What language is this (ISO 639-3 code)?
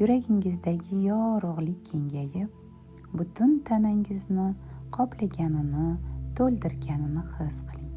uzb